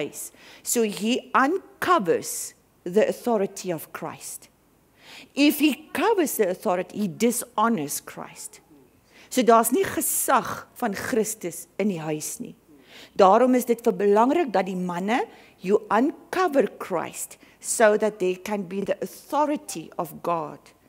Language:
Afrikaans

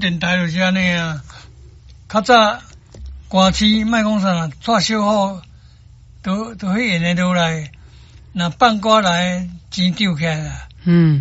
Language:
Min Nan Chinese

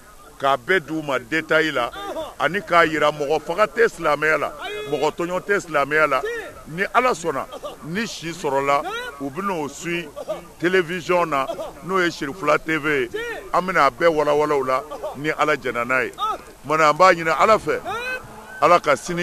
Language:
Bambara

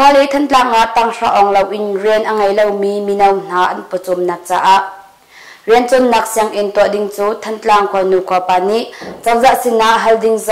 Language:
Hakha Chin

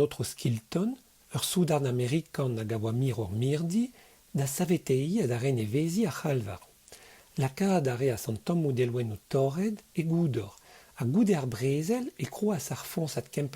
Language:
Breton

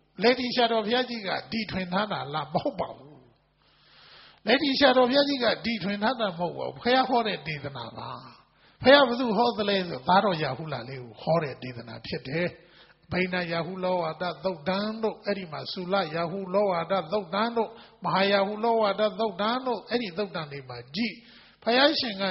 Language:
Burmese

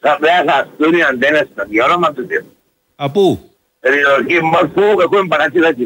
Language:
Greek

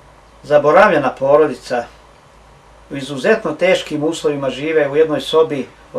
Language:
Bosnian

